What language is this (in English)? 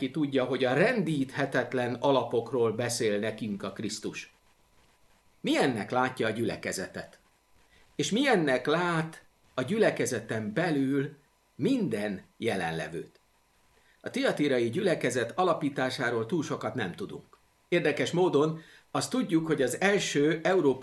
Hungarian